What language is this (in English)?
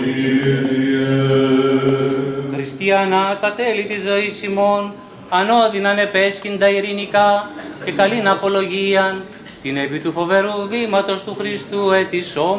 Greek